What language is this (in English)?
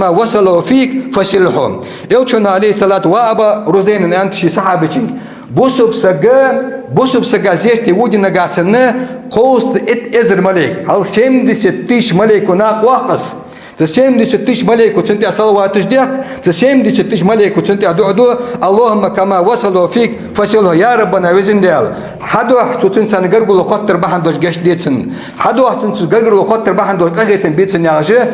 Ingush